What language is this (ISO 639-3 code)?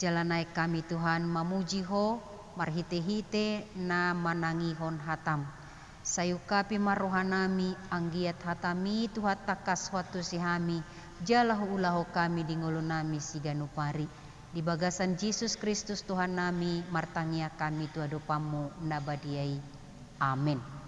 bbc